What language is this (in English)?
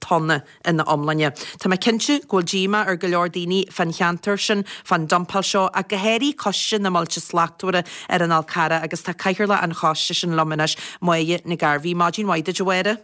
Irish